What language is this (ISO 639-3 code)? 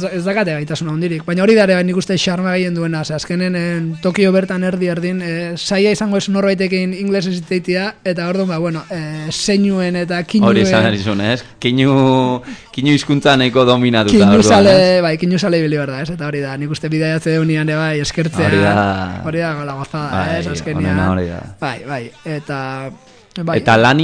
eus